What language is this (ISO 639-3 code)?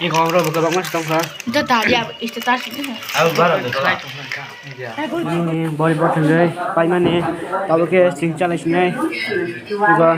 trp